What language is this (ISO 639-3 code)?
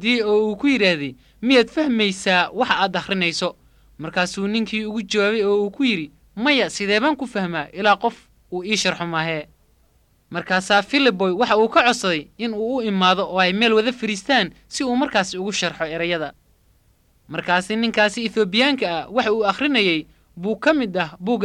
som